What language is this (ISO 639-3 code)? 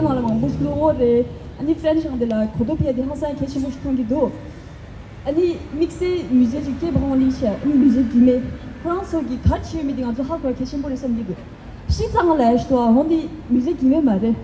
bod